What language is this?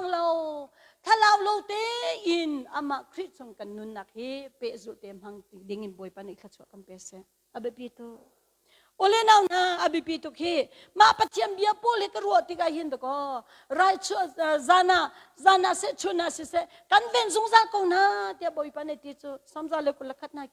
Hakha Chin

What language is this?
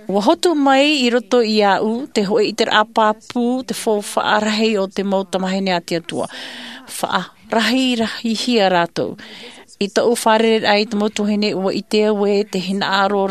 Tahitian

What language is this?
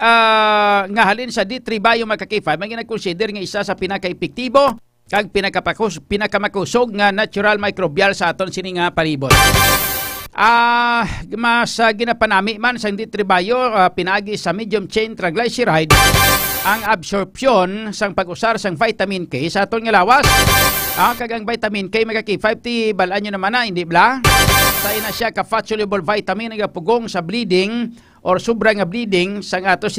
Hiligaynon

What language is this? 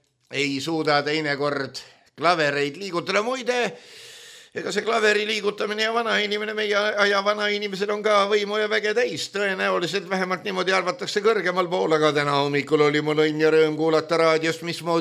Estonian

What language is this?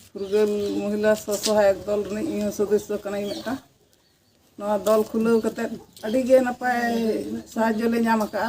Santali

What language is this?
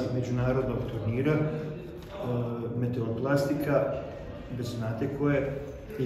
Bosnian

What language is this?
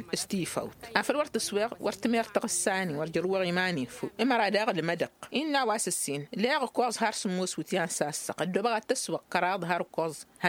Tamasheq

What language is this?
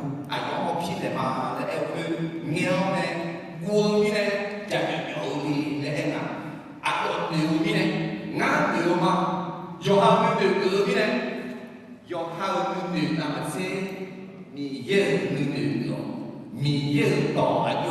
Akha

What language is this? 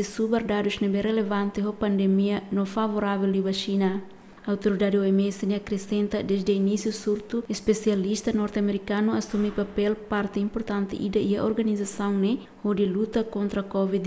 Tetum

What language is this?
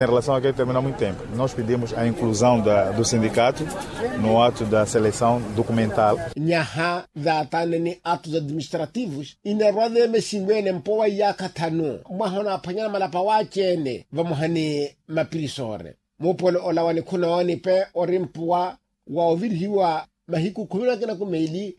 Makhuwa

